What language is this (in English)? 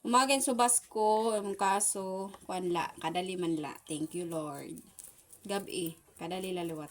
Waray